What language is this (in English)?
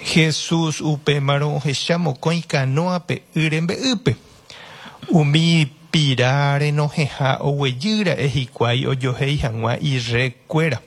Guarani